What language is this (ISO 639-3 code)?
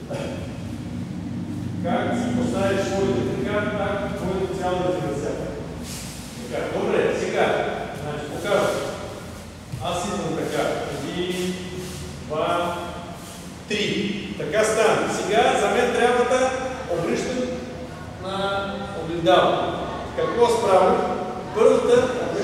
bul